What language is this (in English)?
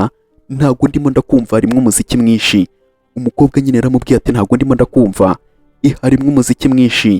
Kinyarwanda